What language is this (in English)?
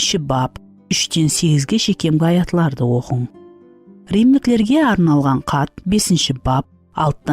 Kara-Kalpak